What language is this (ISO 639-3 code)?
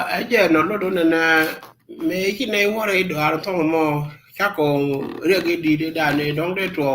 nus